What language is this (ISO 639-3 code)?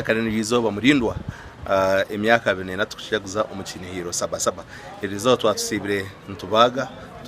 nyn